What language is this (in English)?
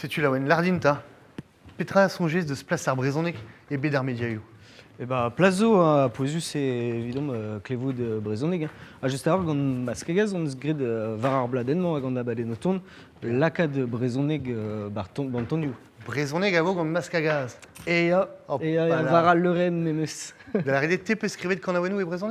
Breton